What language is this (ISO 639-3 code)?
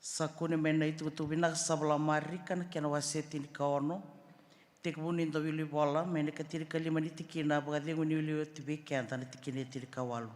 fij